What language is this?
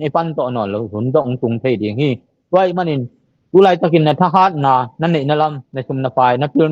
Tedim Chin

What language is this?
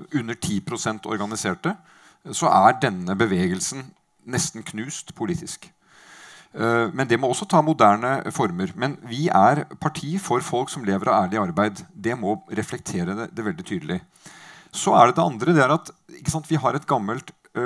Norwegian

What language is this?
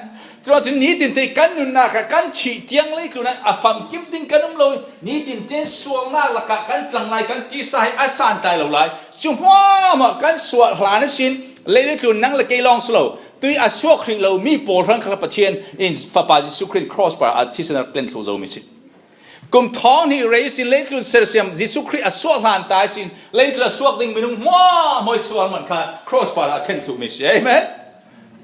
Falam Chin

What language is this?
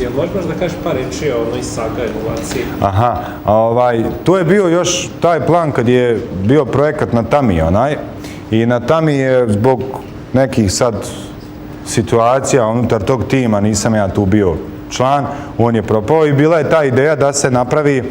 Bosnian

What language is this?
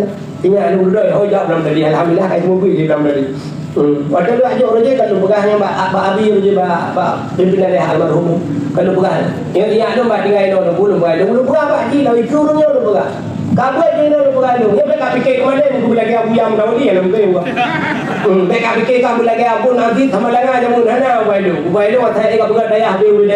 Achinese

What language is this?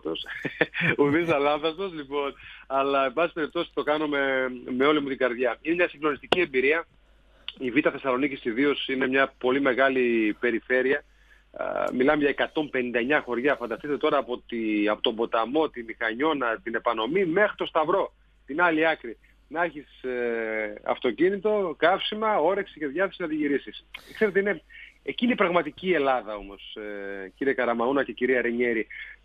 Greek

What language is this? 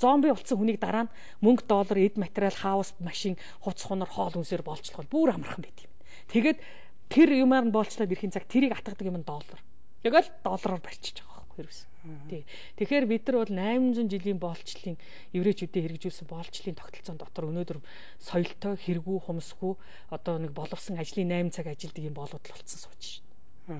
Mongolian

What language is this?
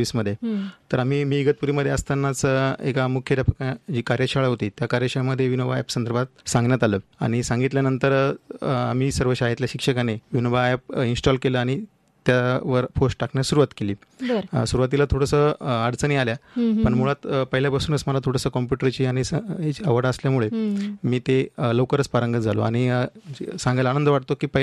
Marathi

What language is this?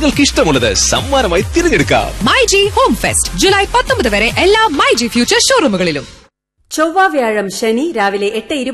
Malayalam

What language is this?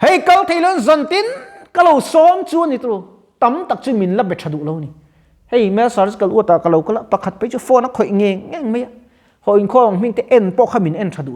Mizo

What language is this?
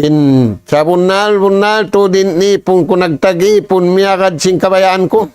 Tausug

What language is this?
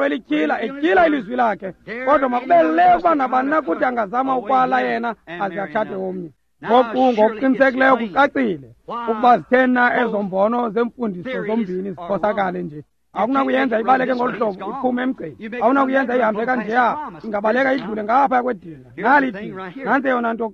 Xhosa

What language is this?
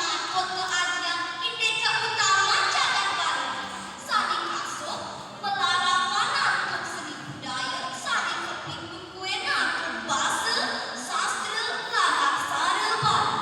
Balinese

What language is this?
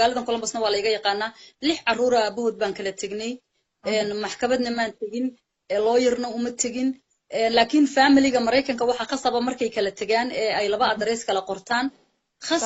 Somali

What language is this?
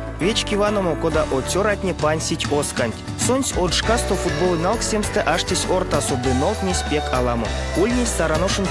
Erzya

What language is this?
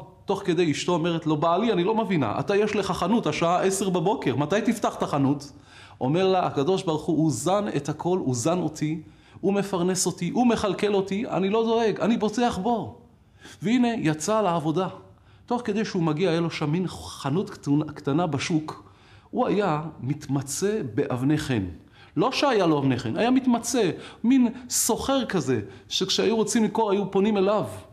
Hebrew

